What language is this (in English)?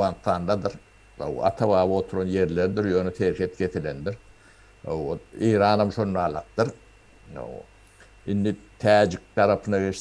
Turkmen